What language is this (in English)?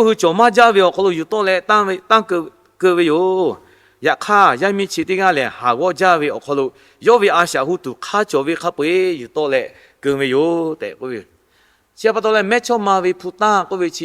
Lahu